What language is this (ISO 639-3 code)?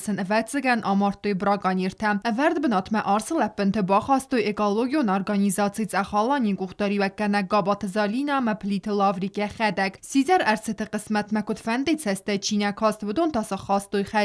oss